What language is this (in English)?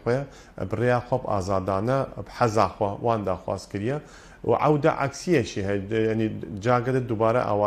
Kurdish